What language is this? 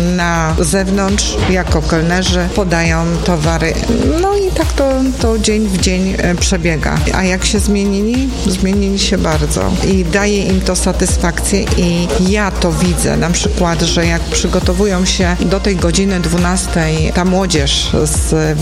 Polish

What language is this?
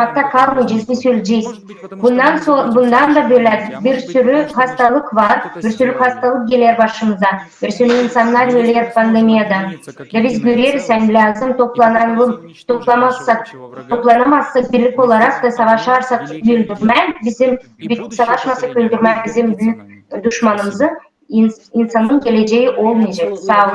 Gagauz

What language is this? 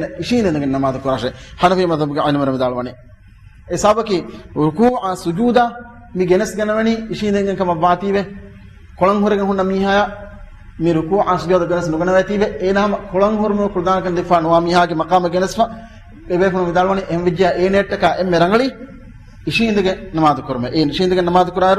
Divehi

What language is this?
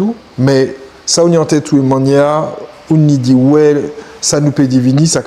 Guadeloupean Creole French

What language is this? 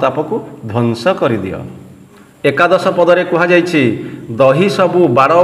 Odia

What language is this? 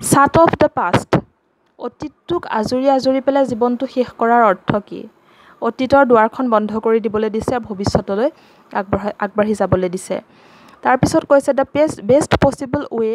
Assamese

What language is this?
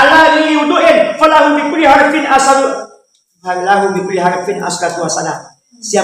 Minangkabau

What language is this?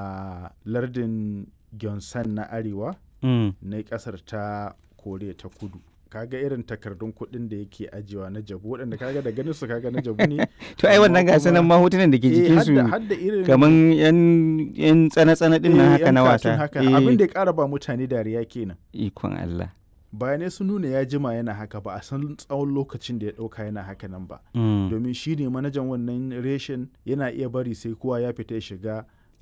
Hausa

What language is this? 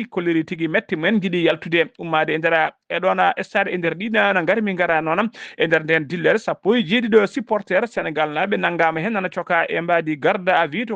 Fula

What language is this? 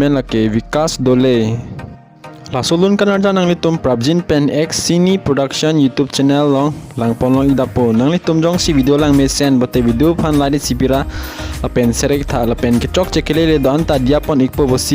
Karbi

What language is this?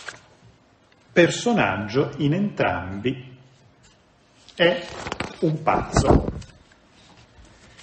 Italian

